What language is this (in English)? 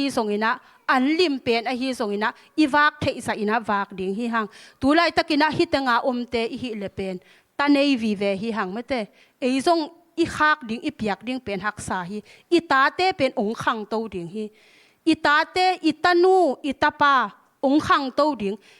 Tedim Chin